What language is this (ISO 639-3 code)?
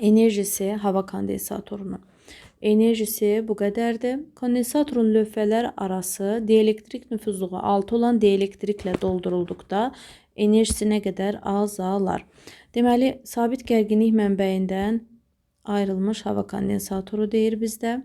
aze